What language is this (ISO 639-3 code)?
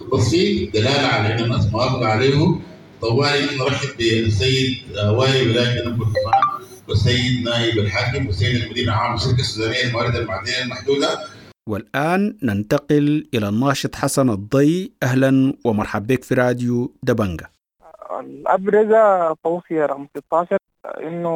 apd